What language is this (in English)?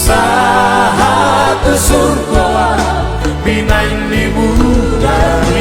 Batak Toba